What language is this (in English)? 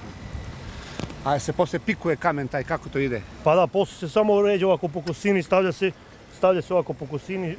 Serbian